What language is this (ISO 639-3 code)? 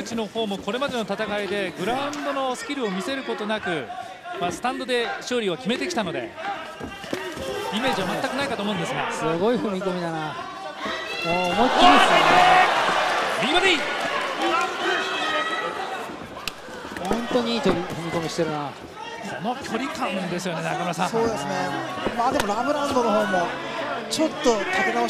jpn